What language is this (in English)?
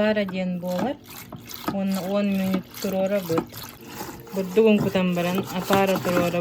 Yakut